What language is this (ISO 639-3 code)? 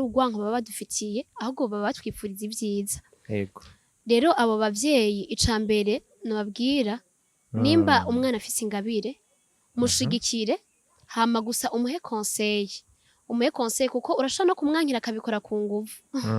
run